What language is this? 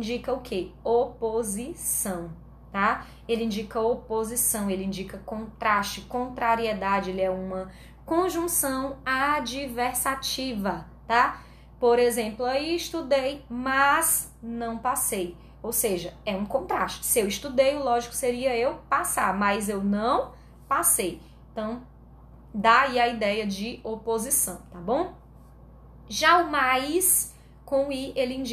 Portuguese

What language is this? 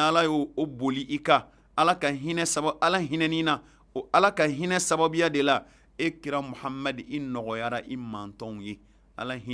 Bambara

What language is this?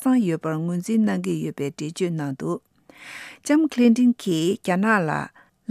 Tibetan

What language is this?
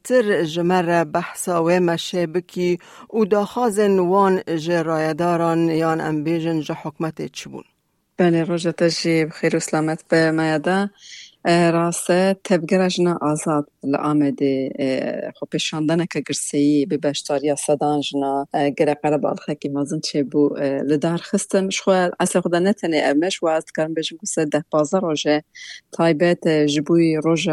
Kurdish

